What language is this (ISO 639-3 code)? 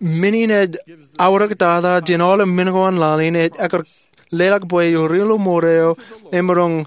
mah